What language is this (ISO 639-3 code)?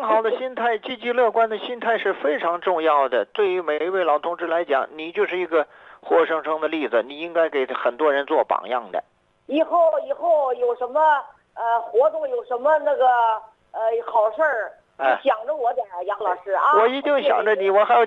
zho